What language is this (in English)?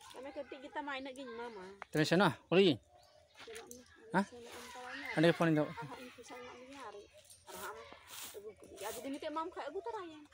Santali